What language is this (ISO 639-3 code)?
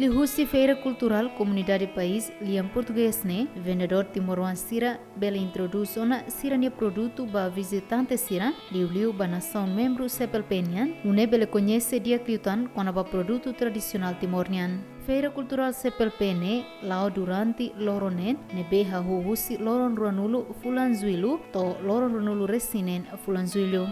tet